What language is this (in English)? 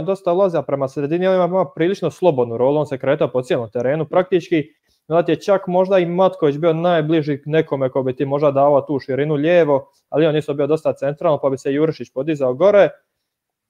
Croatian